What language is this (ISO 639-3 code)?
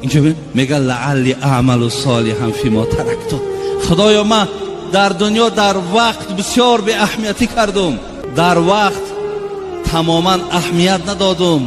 tgk